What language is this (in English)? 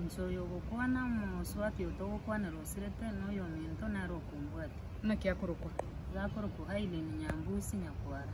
Gusii